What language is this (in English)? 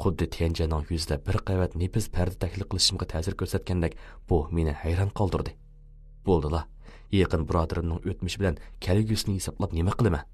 Uyghur